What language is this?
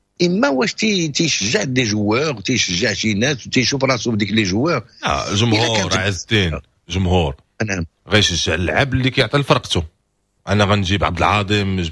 Moroccan Arabic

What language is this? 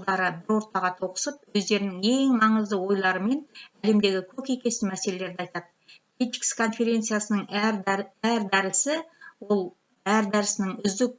Kazakh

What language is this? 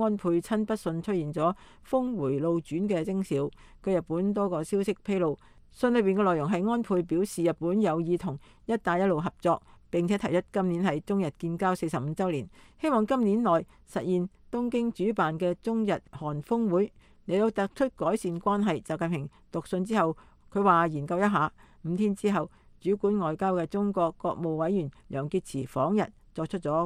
Cantonese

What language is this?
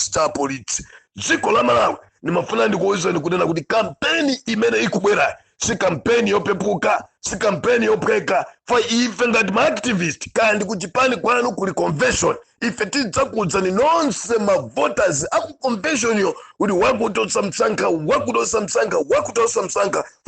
Nyanja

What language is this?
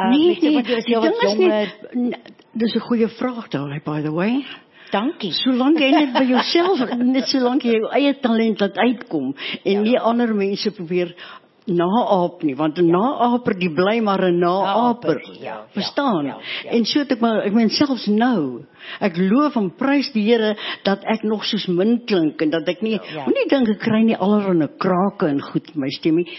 Afrikaans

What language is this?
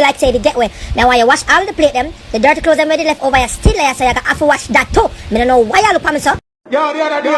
Jamaican Creole English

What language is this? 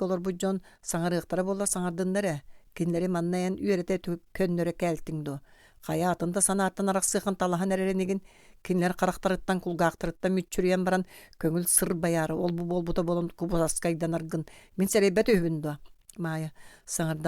Yakut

